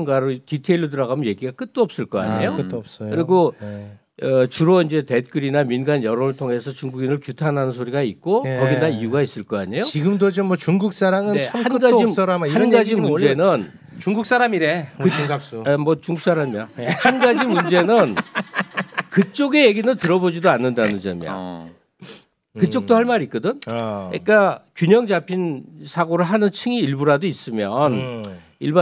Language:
Korean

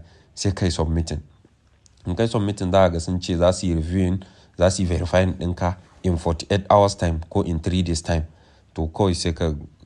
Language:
Hausa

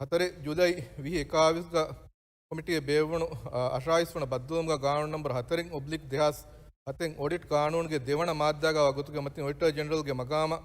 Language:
Divehi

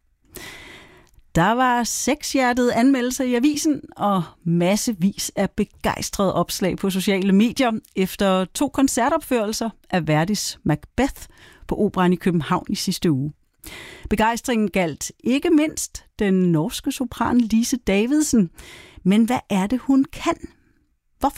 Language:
Danish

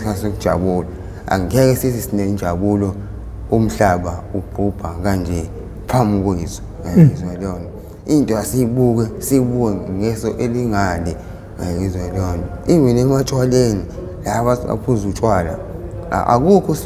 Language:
Zulu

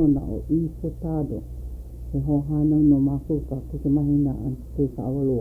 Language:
Hawaiian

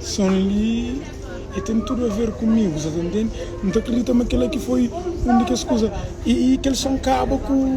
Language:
Kabuverdianu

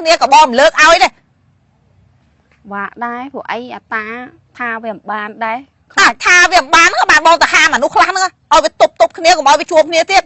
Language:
Khmer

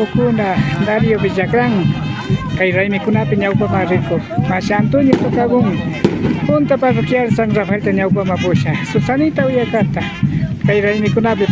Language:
Imbabura Highland Quichua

